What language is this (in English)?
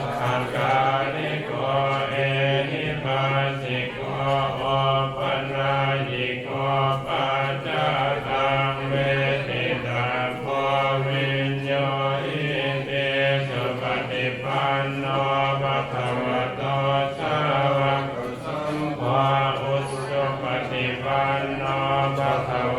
Pali